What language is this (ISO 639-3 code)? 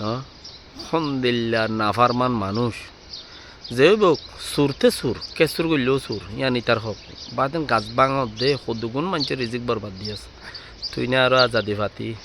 rhg